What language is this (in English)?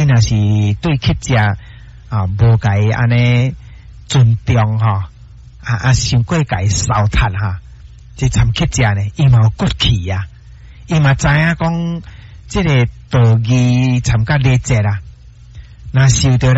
Min Nan Chinese